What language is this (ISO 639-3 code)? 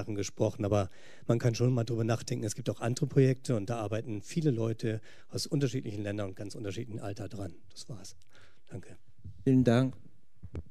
deu